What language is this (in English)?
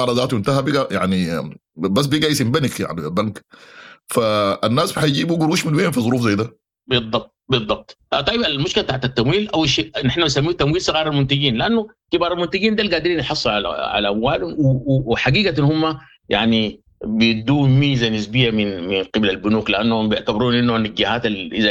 Sudanese Arabic